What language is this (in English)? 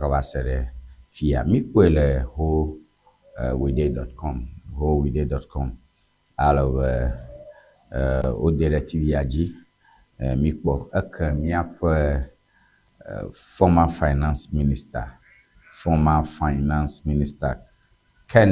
Ewe